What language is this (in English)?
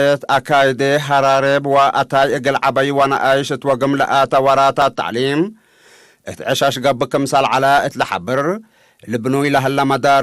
Tigre